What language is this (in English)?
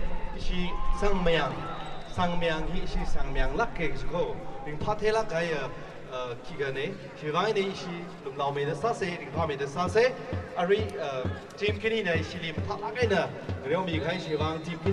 Tangkhul Naga (India)